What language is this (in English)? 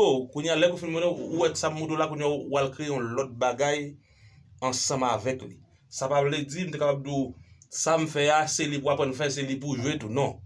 Haitian Creole